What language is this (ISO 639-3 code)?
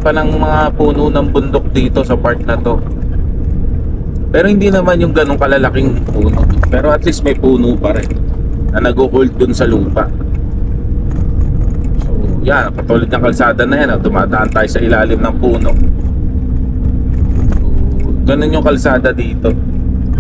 fil